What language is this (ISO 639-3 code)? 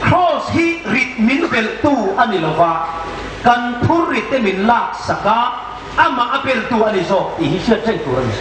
hmr